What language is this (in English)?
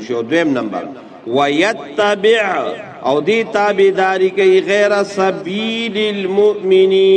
Pashto